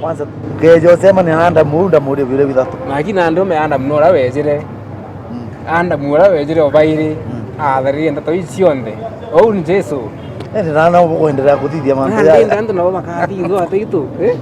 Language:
Meru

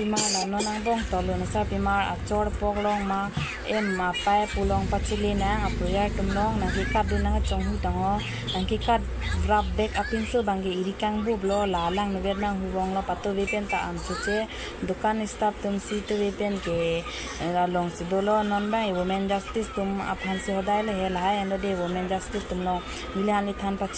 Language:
Karbi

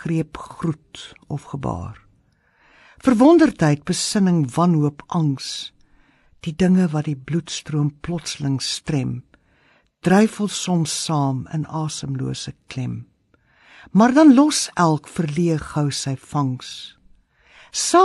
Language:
Afrikaans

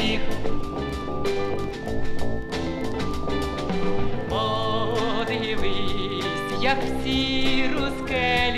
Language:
Ukrainian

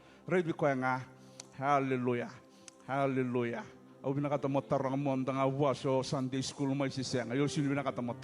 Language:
Fijian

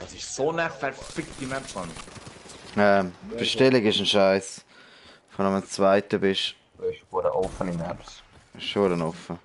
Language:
Swiss German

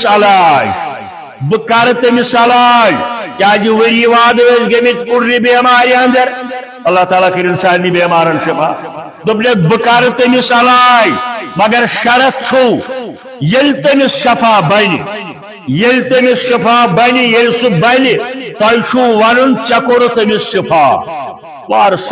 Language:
Kashmiri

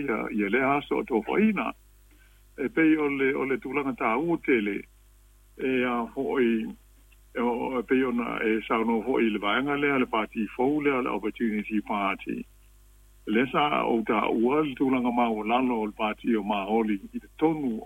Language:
Samoan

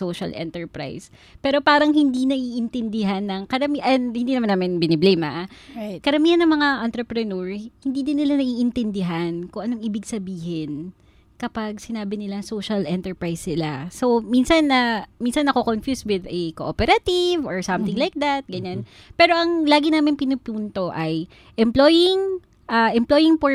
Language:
Filipino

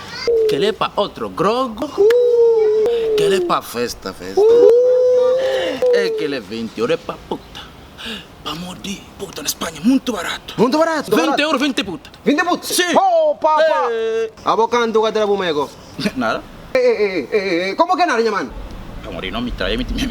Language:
Kabuverdianu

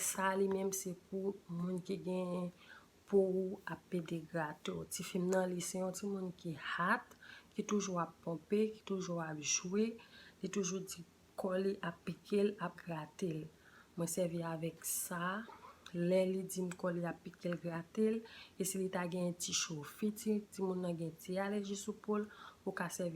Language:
Haitian Creole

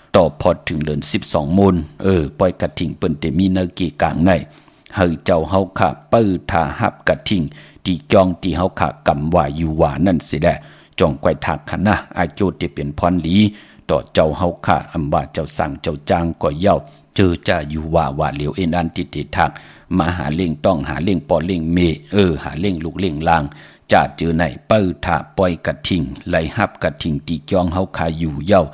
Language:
Shan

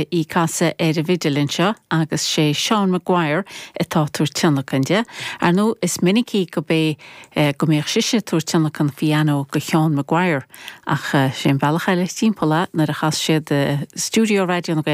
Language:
Irish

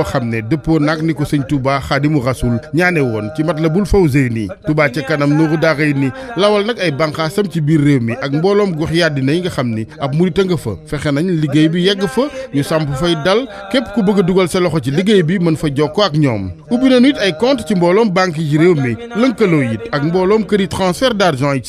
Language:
Wolof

